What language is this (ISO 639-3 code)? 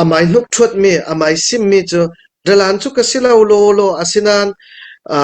cnh